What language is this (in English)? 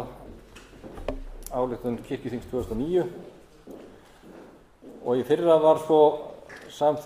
Icelandic